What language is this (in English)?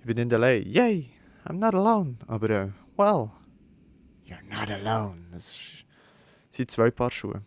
Swiss German